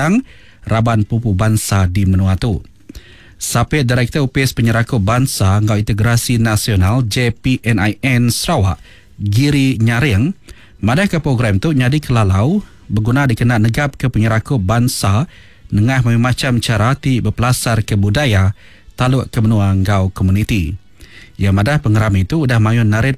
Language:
Iban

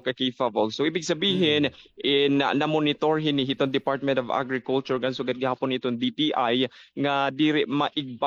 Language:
Waray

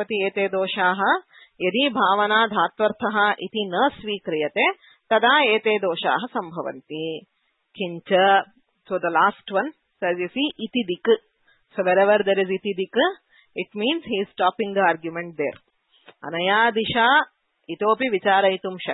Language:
Sanskrit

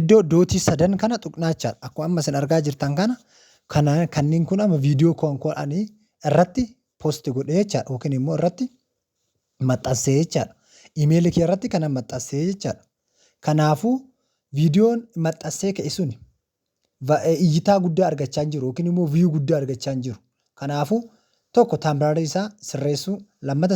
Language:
Oromo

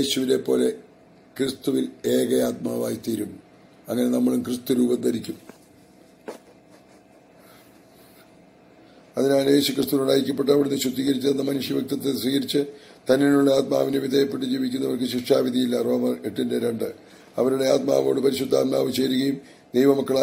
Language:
Malayalam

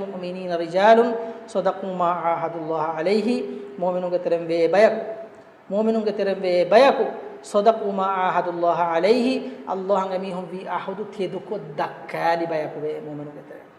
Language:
Divehi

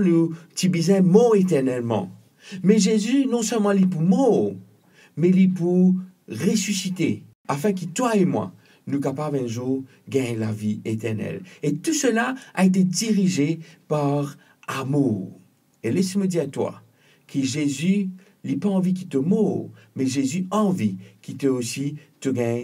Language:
Morisyen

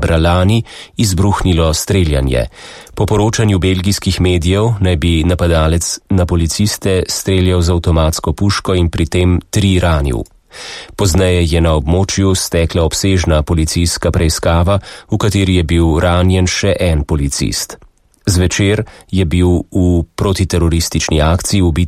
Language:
Slovenian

